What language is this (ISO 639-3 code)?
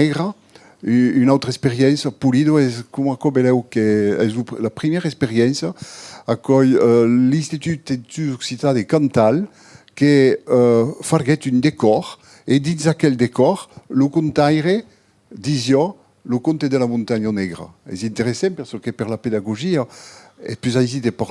oci